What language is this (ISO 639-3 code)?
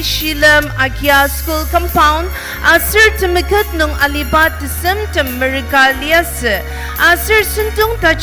njo